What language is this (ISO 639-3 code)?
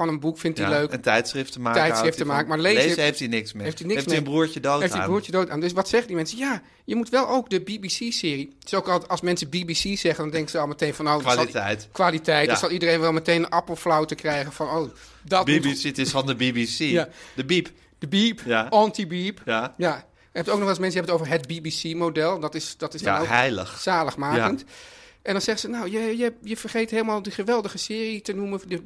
nld